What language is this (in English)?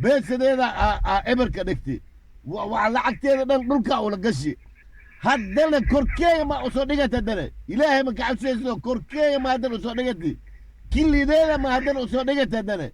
Somali